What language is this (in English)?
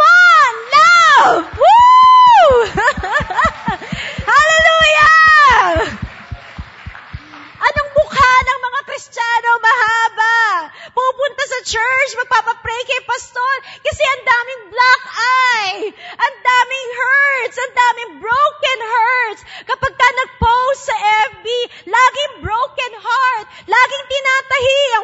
Filipino